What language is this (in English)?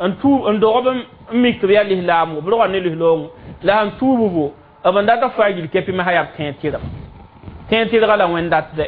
Mossi